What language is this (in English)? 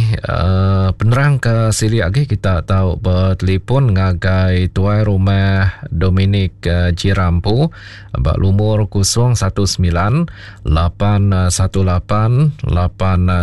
Iban